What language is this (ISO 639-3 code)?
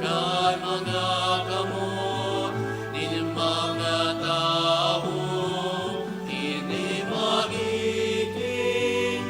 bik